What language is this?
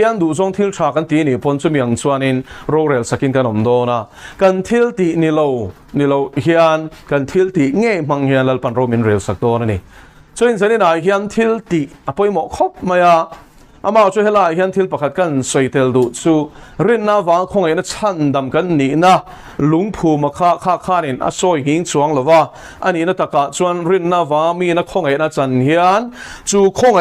Mizo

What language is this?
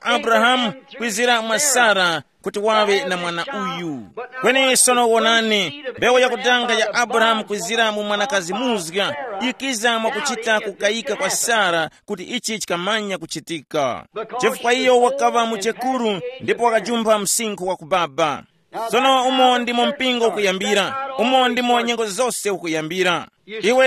Tumbuka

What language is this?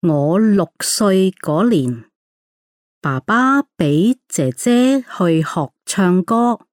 Cantonese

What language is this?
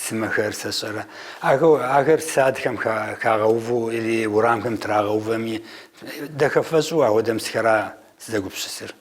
Kabardian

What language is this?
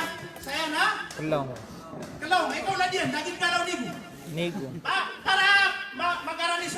Maranao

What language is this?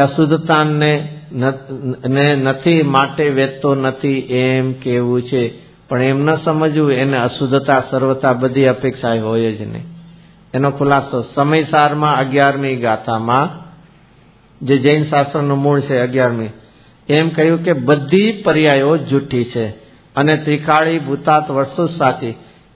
Gujarati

